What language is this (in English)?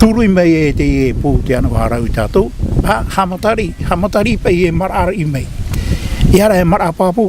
Tahitian